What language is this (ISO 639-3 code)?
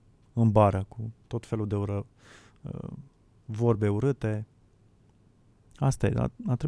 ron